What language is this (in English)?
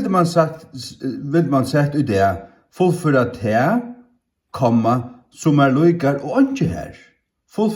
Faroese